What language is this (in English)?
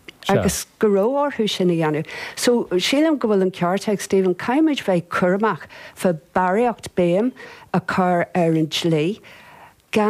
Irish